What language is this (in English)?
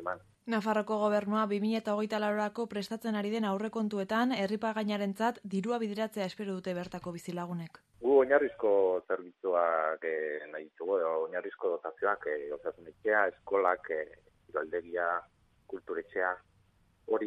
Basque